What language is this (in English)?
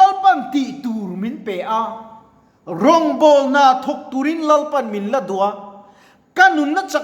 Mizo